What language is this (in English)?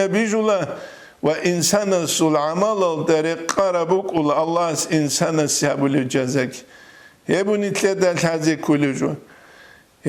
Avaric